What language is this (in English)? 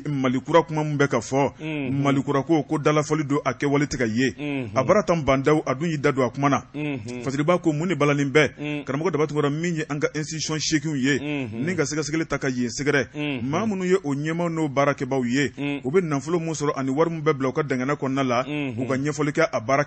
Bambara